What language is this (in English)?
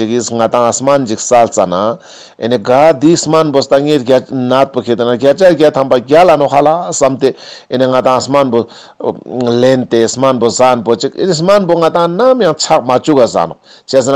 Ladakhi